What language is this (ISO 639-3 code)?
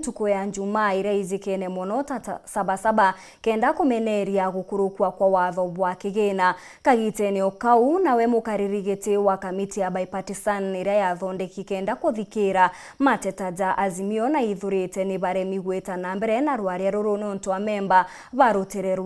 mer